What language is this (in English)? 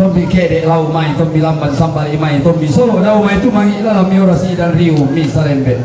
Toraja-Sa'dan